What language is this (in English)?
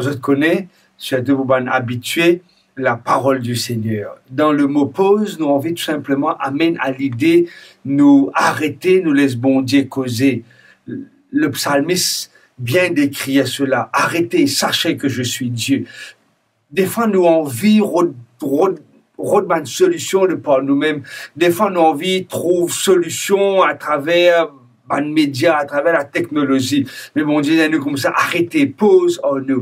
Morisyen